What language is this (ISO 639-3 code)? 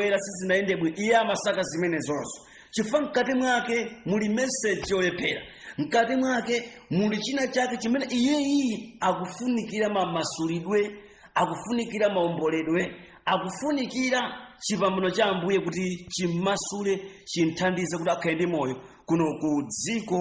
nya